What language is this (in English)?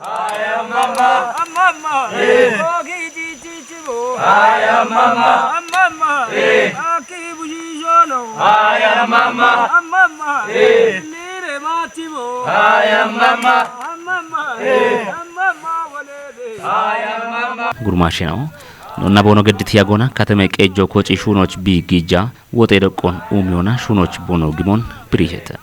Kafa